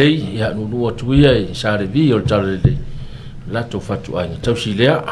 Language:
Samoan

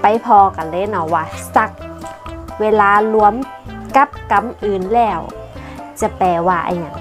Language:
Northern Thai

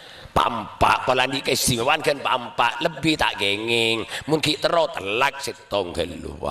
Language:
Madurese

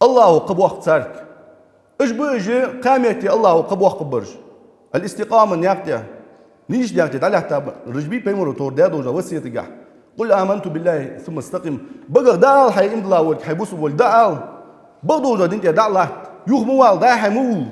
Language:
Ingush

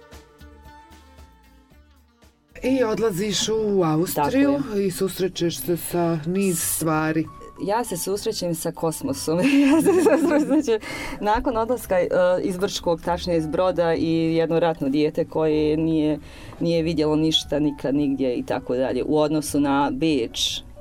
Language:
Bosnian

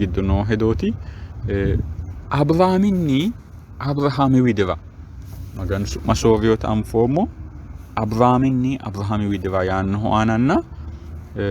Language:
Sidamo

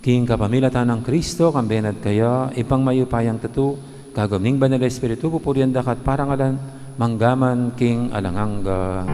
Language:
Pampanga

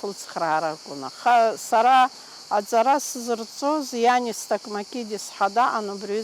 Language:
Abkhazian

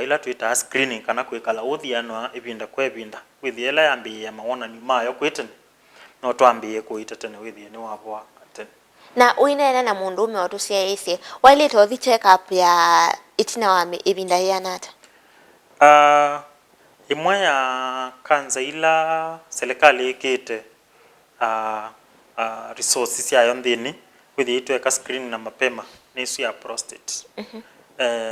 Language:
Kamba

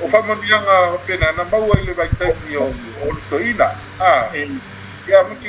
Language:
Samoan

